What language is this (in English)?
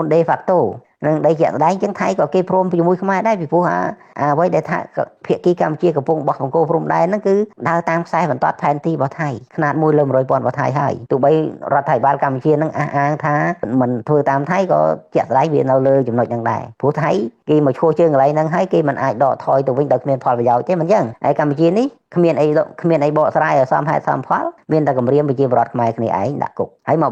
Khmer